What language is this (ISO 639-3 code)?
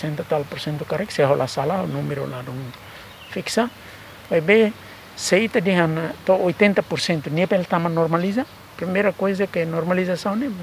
tet